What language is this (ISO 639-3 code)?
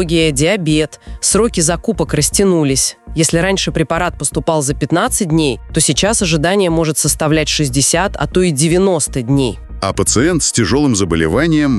rus